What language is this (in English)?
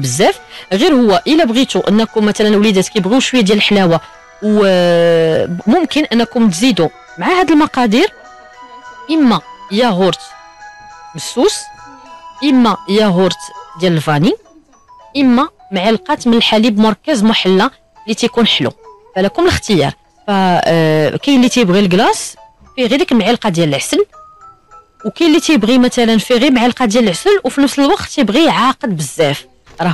Moroccan Arabic